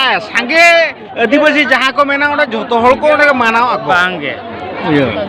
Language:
Santali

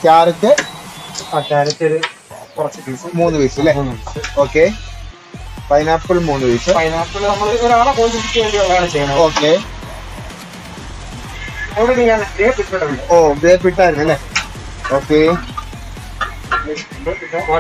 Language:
Malayalam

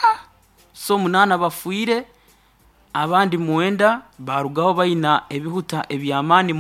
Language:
Nyoro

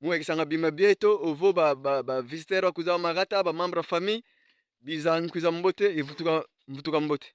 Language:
Kongo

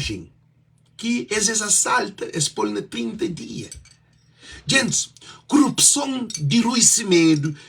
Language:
Kabuverdianu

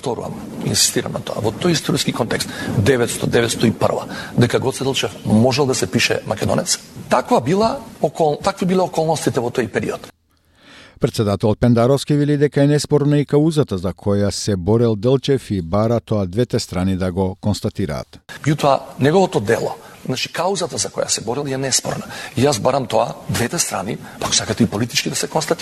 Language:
Macedonian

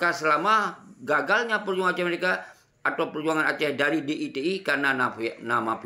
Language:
Achinese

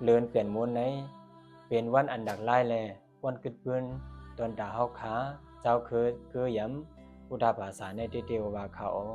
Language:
Shan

